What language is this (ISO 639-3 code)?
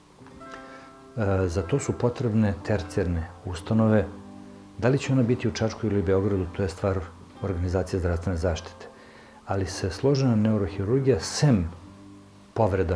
srp